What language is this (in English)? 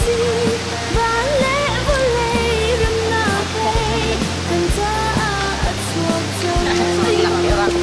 Hakha Chin